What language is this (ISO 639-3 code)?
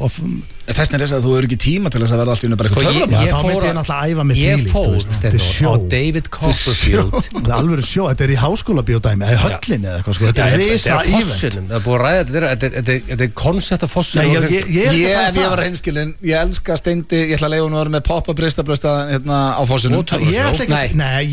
isl